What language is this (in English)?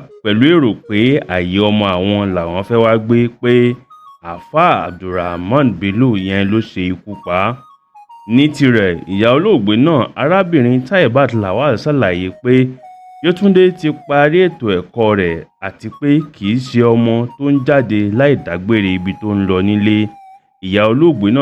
Yoruba